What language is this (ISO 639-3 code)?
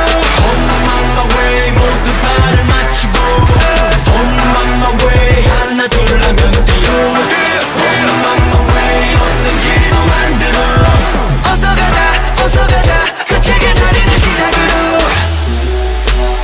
kor